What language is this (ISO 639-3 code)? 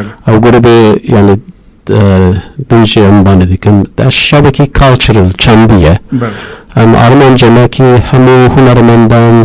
kur